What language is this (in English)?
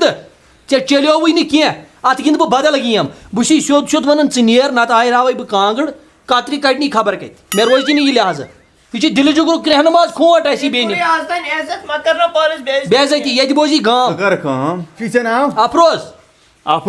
Kashmiri